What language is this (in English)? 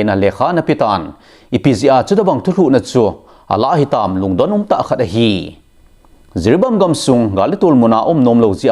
Thado Chin